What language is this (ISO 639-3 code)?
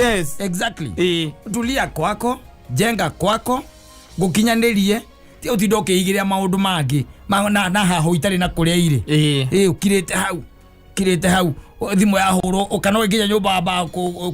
kik